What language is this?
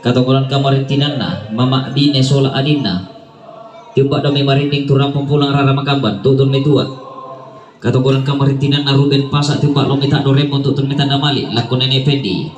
Toraja-Sa'dan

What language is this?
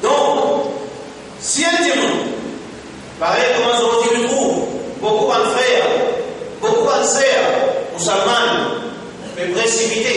Morisyen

